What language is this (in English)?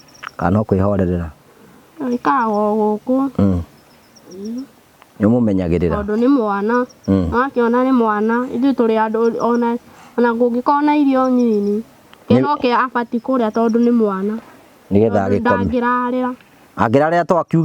Kikuyu